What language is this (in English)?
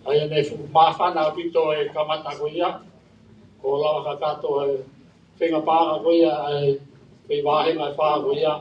Tongan